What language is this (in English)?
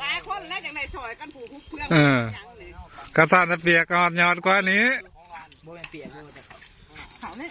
Northeastern Thai